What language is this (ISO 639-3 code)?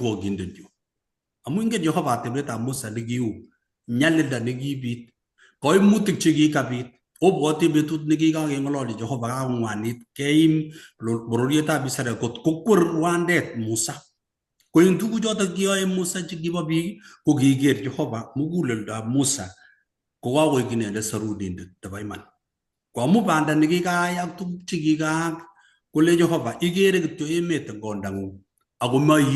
kln